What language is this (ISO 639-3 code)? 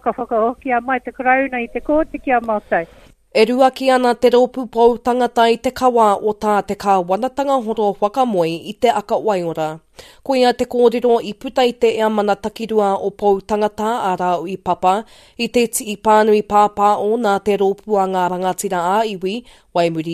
mri